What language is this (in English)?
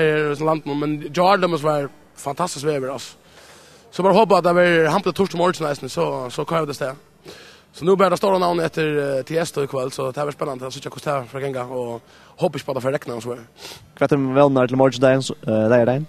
Faroese